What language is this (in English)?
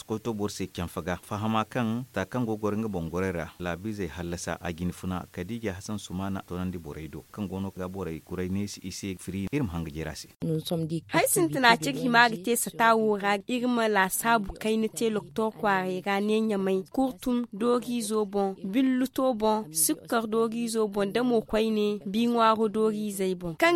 Zarma